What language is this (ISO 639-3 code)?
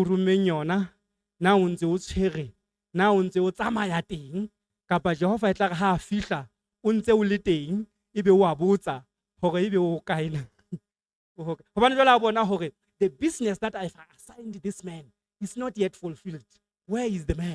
sot